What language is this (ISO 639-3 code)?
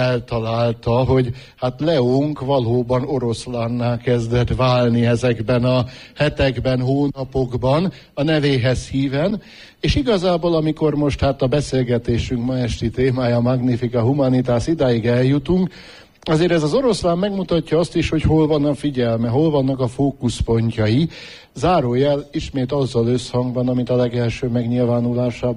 hun